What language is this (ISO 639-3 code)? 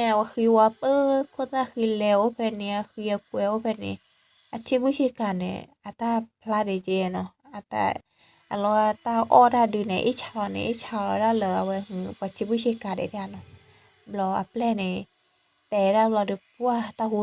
ksw